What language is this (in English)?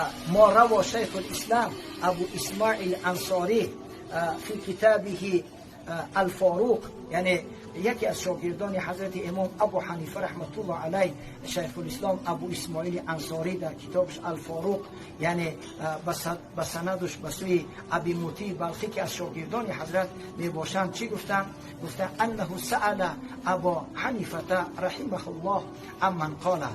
Persian